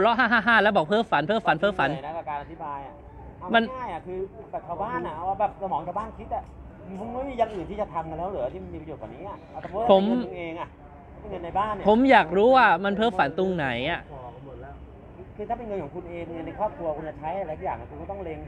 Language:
Thai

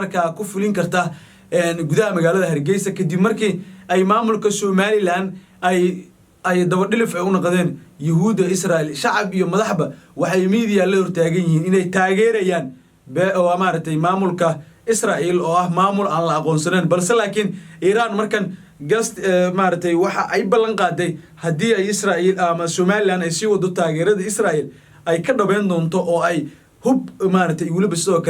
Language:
Somali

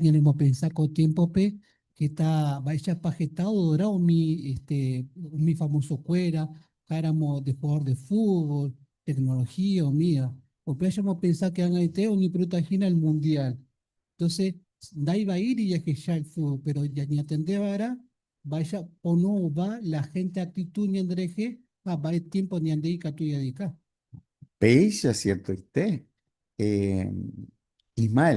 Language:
Guarani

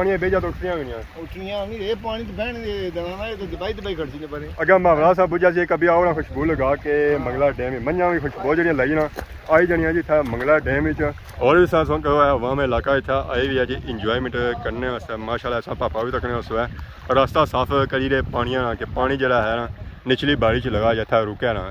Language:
Pahari-Potwari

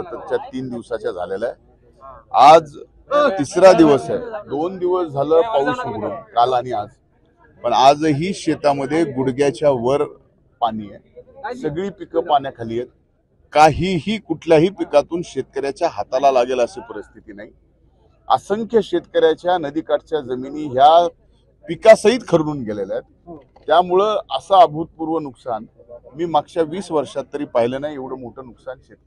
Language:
Marathi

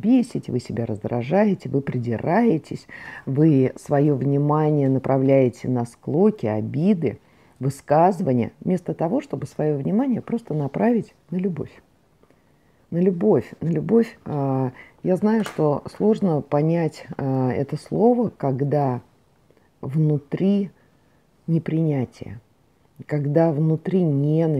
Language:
Russian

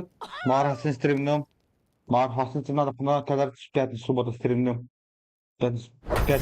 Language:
Yakut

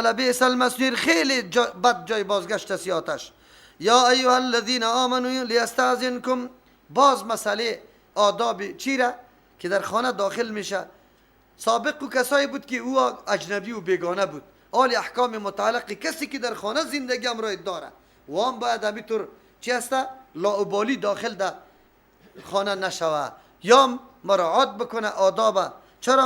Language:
Persian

